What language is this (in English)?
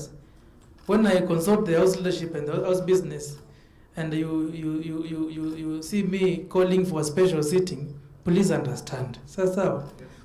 Kamba